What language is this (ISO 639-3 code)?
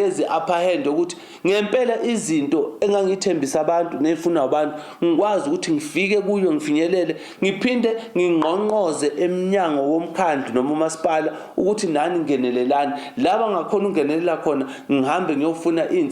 zul